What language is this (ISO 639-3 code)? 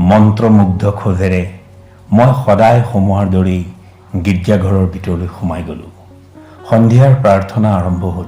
asm